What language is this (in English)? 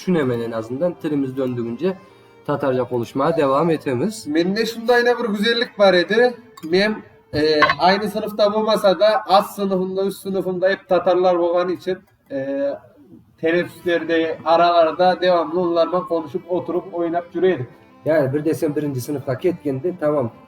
Crimean Tatar